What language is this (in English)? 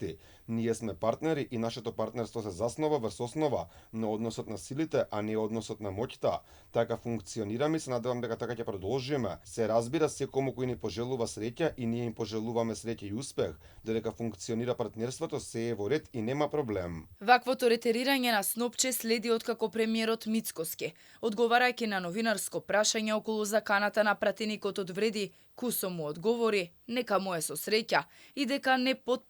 Macedonian